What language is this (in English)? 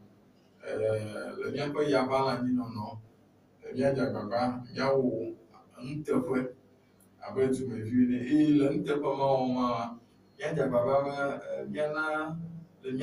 Ewe